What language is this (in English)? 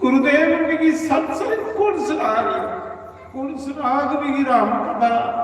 Dogri